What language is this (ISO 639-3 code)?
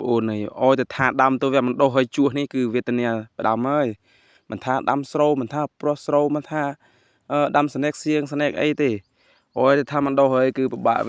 khm